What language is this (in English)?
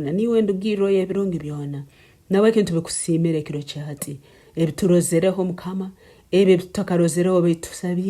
Nyankole